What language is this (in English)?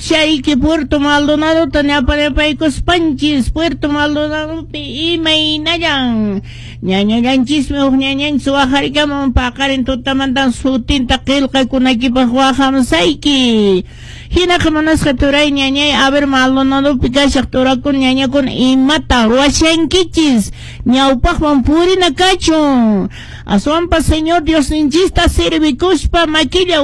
Quechua